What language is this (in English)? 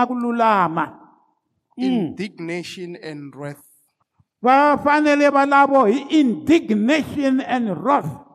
Tsonga